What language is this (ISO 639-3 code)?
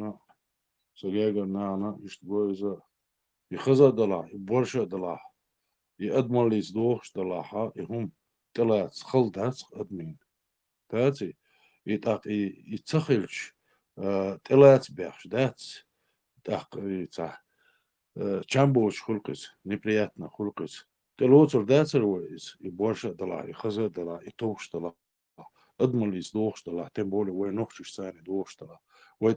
che